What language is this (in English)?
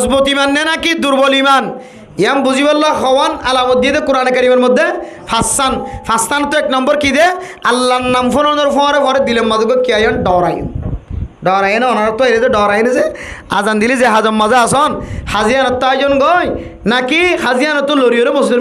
Rohingya